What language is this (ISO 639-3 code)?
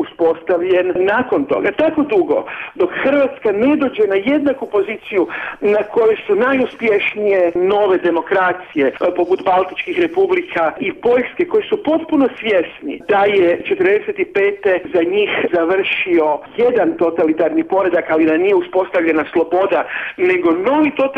hrv